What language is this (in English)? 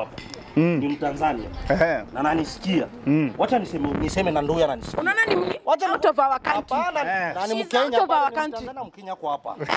Swahili